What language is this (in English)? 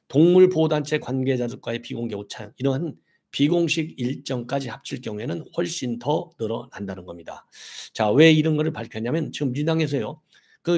Korean